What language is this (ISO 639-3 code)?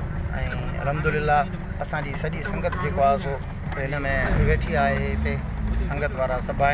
snd